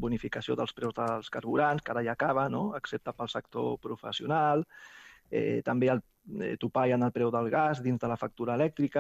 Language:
Catalan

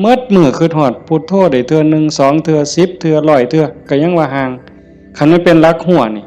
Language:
Northeastern Thai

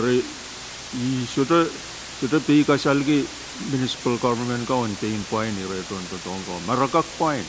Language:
Pohnpeian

